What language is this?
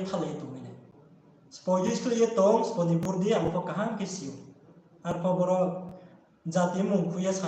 Riang (India)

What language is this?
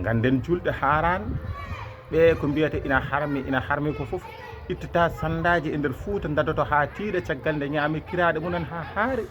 Fula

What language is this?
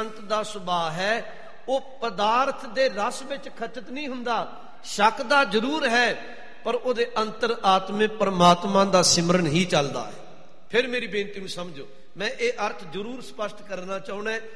Punjabi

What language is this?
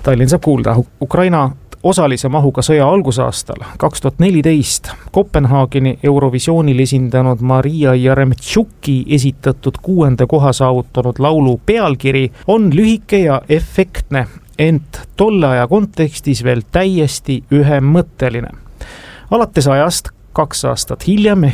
Estonian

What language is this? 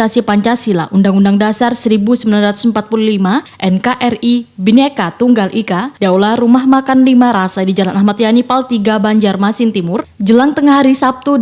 Banjar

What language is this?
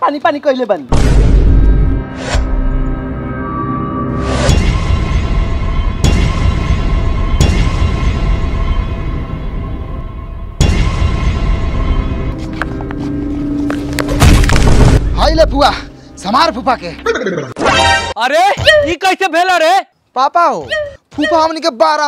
Bhojpuri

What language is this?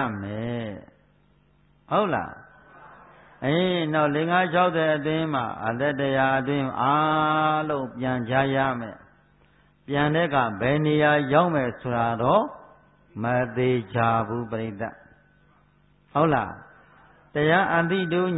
Burmese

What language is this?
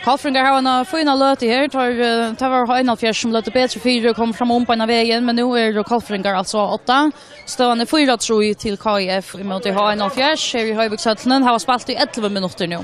Faroese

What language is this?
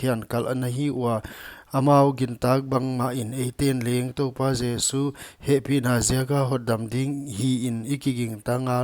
Paite Chin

